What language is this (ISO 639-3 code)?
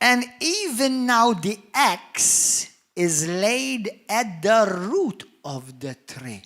eng